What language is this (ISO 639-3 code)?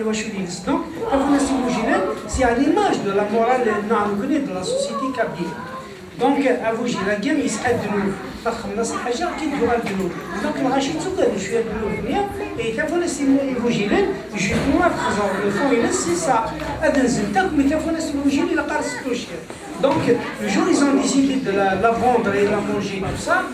kab